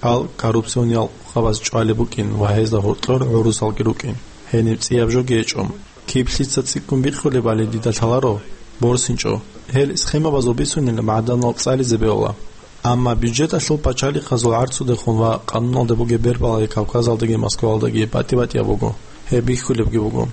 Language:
Avaric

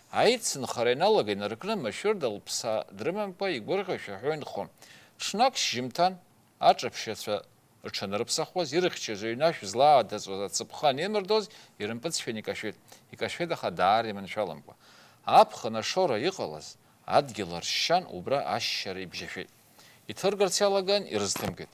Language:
Abkhazian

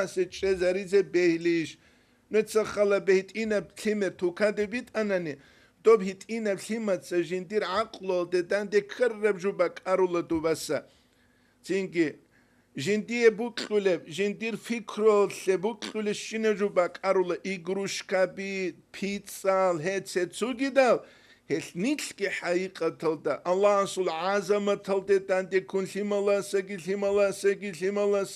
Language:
Avaric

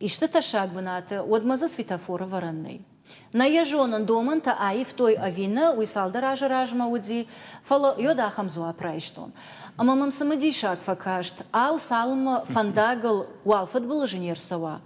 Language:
Ossetic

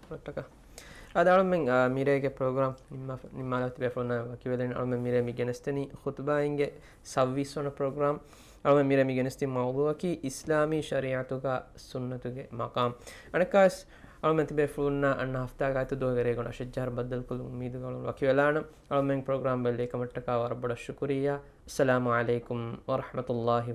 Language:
Divehi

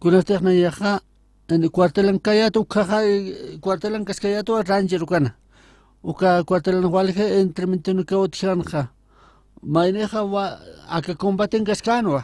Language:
Aymara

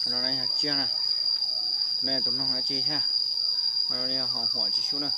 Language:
Hmong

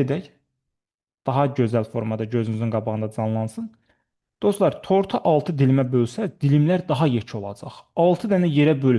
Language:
Azerbaijani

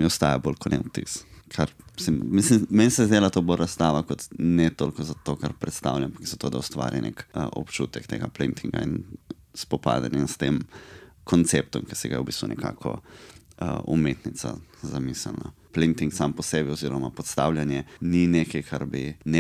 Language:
Slovenian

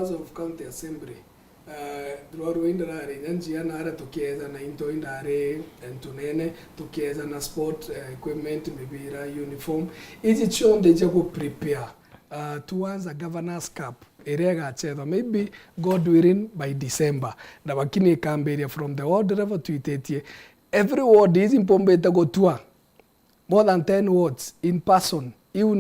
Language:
Meru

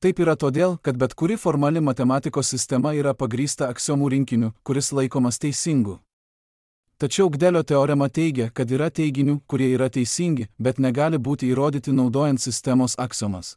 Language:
Lithuanian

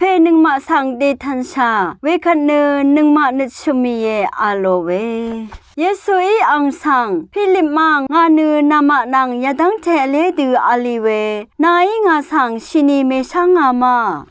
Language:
Rawang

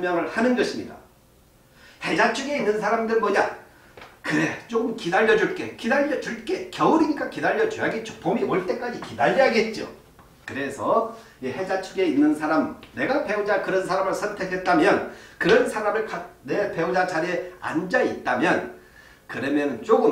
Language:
Korean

